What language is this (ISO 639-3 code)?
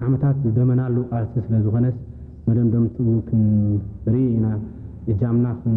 tir